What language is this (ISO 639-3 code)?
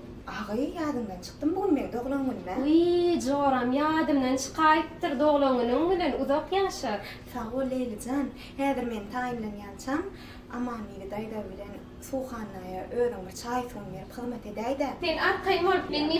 tuk